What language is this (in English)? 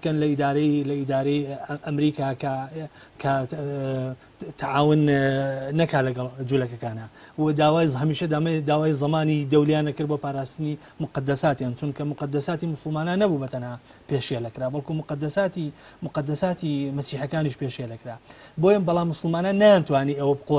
Central Kurdish